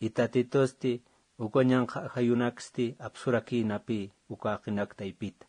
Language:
Aymara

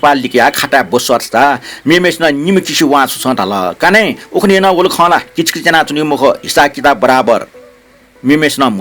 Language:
Newari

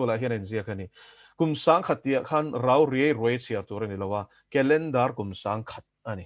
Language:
Mizo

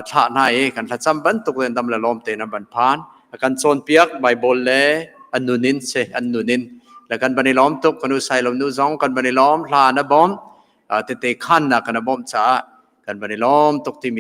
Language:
Hakha Chin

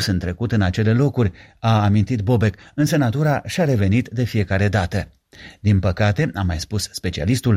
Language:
Romanian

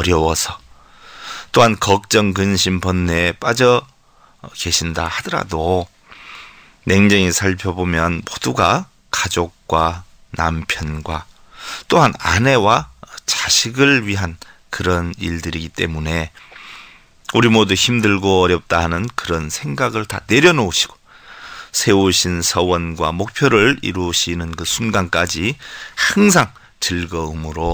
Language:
Korean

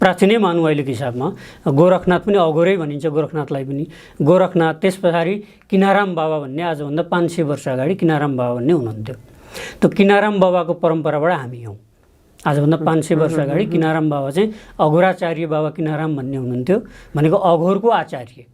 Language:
Nepali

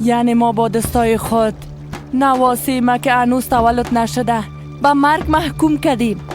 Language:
Persian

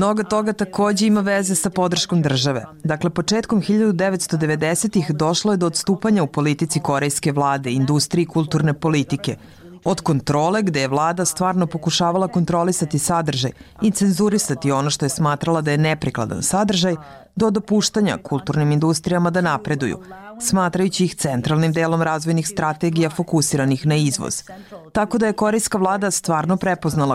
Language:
Serbian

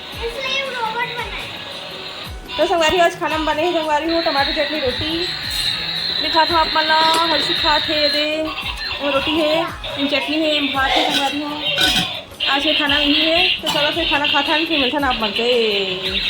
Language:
Chhattisgarhi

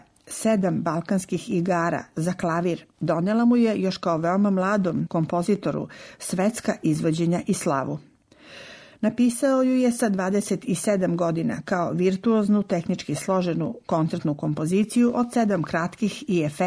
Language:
Serbian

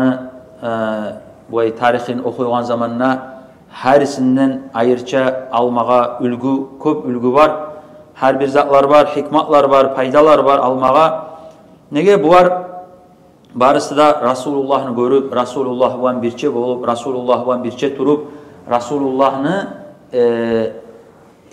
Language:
Kumyk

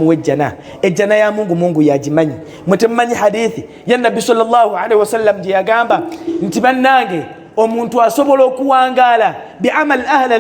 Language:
Ganda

